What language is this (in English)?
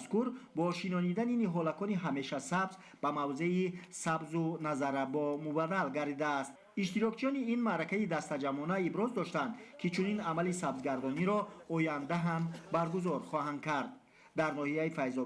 Tajik